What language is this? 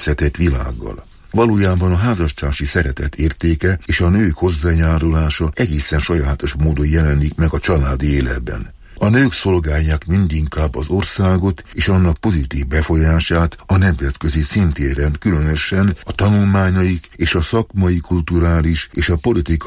Hungarian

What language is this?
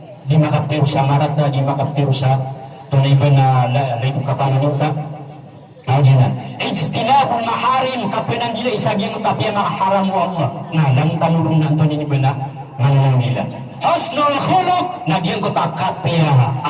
Maranao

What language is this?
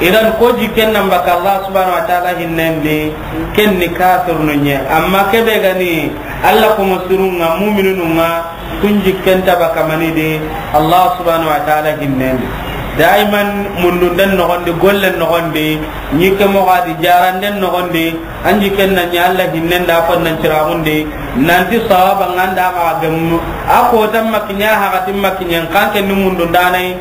Soninke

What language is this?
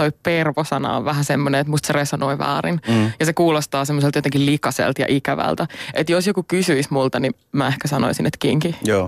Finnish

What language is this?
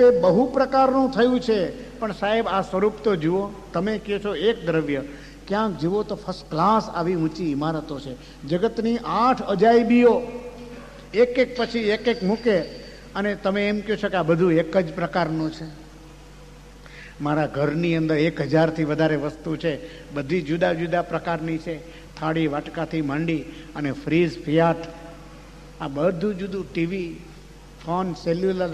Gujarati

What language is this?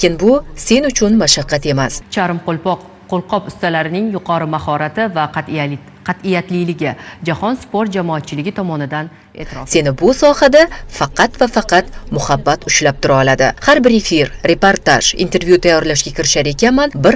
Uzbek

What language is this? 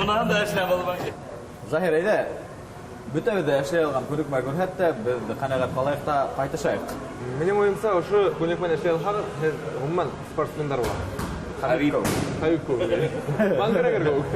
Bashkir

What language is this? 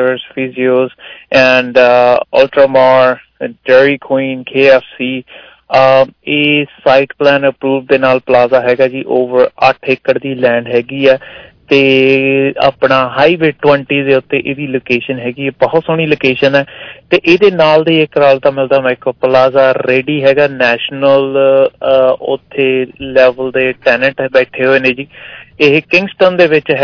Punjabi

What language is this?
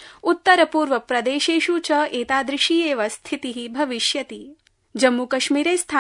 Sanskrit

